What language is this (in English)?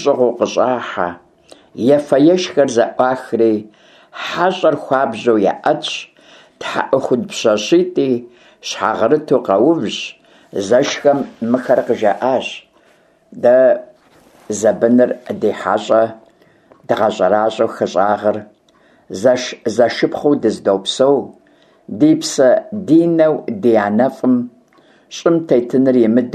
Kabardian